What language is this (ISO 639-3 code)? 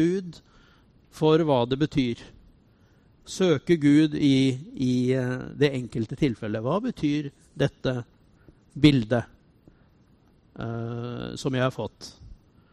nor